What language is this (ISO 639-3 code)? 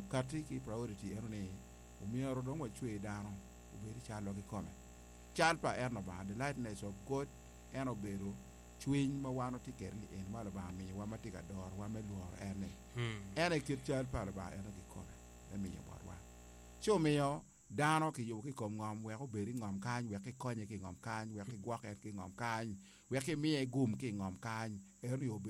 ach